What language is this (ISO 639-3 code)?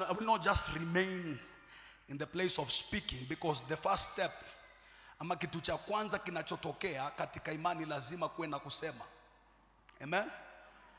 swa